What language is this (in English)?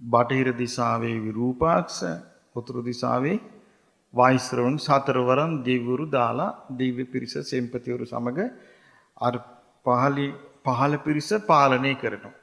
Sinhala